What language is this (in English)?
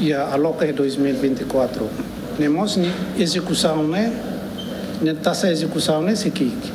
Tetum